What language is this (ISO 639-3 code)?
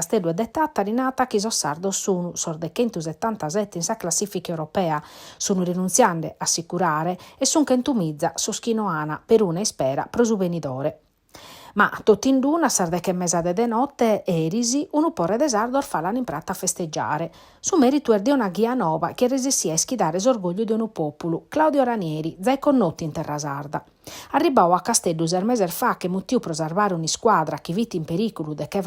srd